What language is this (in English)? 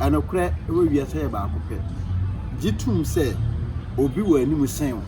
Akan